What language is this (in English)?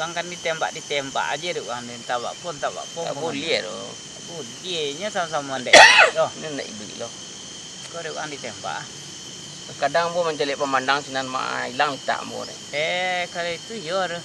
Minangkabau